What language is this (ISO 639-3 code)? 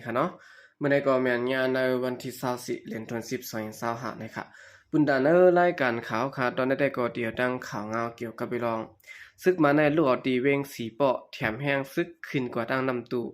shn